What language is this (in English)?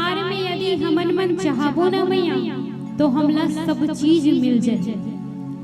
Chhattisgarhi